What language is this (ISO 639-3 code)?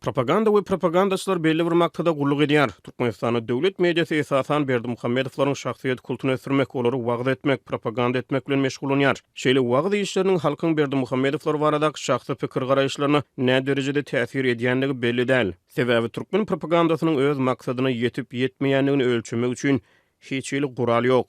tuk